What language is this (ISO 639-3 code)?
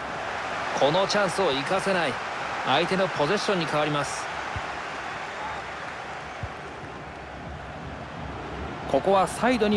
jpn